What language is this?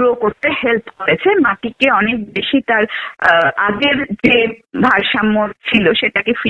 Bangla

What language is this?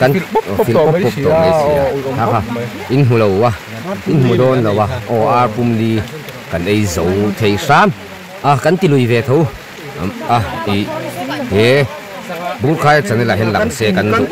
Mizo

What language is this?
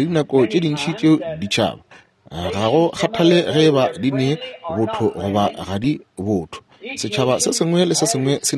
Northern Sotho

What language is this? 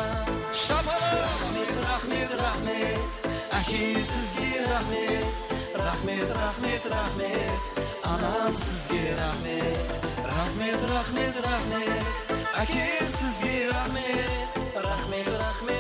Kara-Kalpak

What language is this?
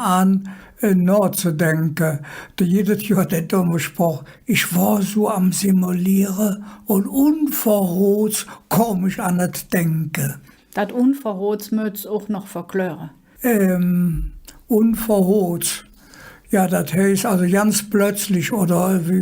Colognian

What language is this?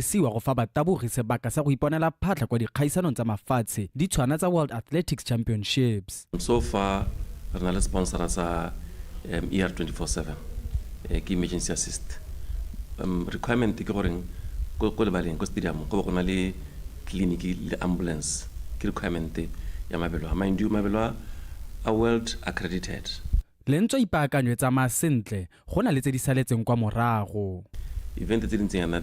Tswana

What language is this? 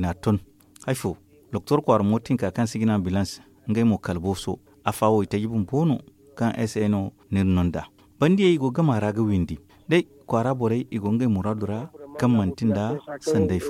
Zarma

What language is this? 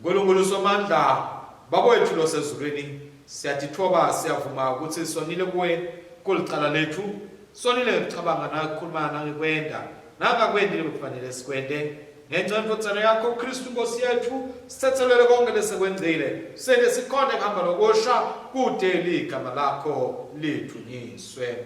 Swati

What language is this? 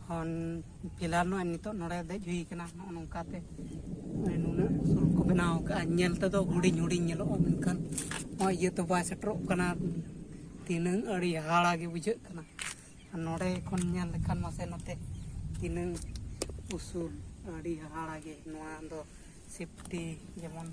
Santali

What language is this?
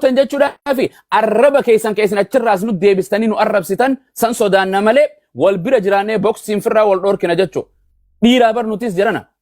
Oromo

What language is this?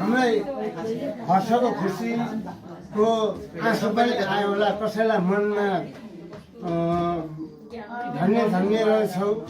Nepali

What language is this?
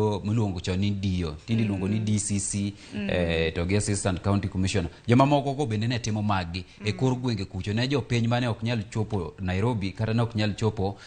Luo (Kenya and Tanzania)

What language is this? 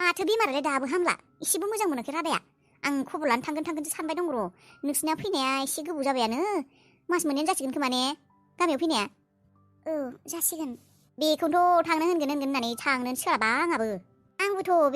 Bodo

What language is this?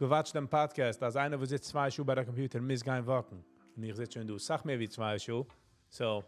Yiddish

